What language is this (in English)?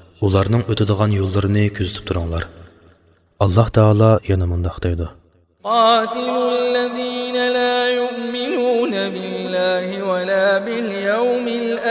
Uyghur